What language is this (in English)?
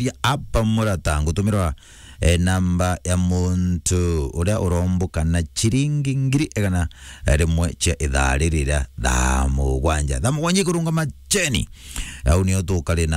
Meru